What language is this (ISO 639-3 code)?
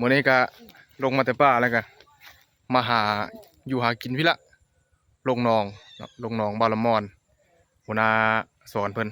tts